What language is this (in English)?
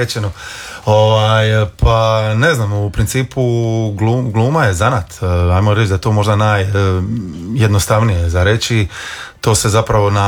Croatian